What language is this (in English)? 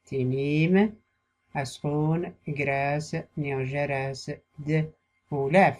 Tachelhit